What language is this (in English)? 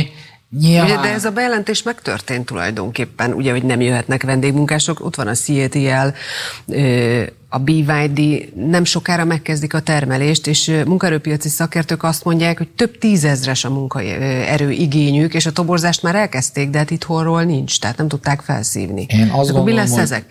Hungarian